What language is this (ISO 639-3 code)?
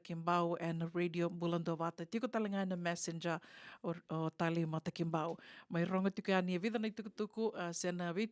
fij